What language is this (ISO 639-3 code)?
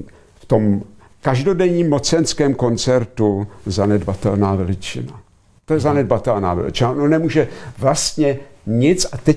ces